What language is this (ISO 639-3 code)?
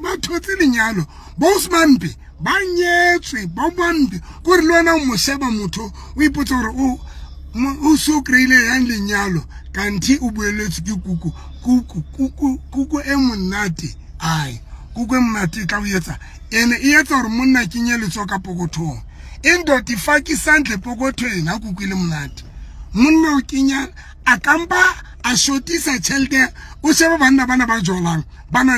sot